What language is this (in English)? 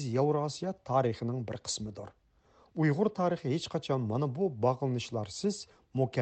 Uyghur